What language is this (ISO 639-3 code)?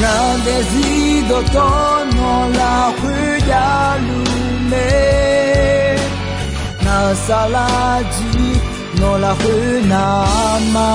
ahk